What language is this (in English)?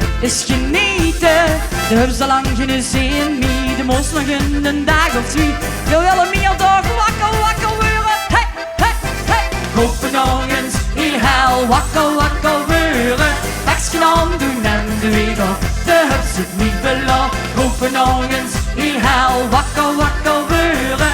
Limburgish